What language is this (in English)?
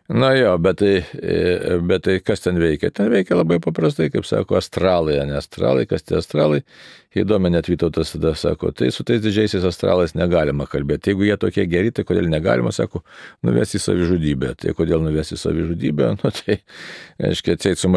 Lithuanian